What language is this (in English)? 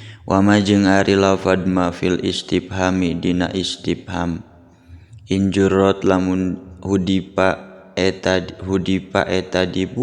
Sundanese